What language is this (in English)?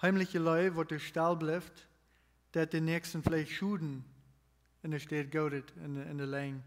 Plautdietsch